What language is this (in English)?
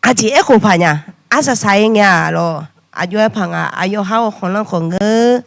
Akha